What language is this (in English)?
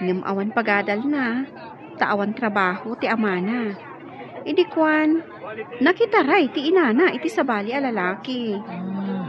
Iloko